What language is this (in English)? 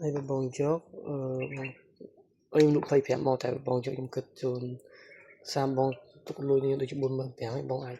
Khmer